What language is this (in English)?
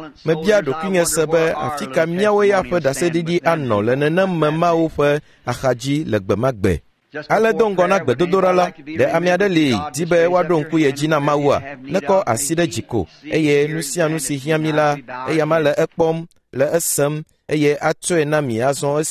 Ewe